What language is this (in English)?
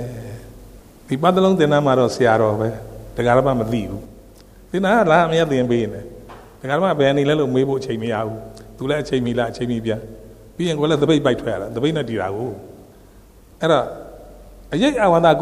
Burmese